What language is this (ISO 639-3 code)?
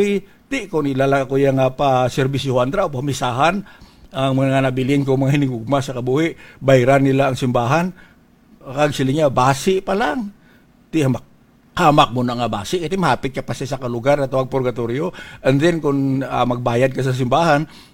hil